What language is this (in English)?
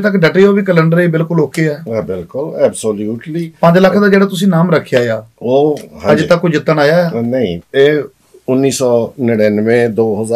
Punjabi